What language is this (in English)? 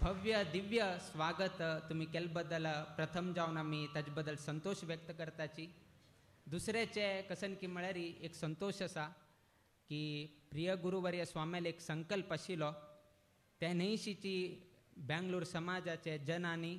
Konkani